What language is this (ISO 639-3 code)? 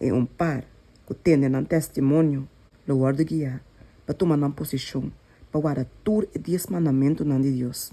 pap